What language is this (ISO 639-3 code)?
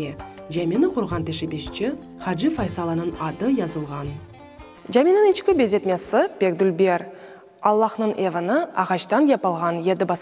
crh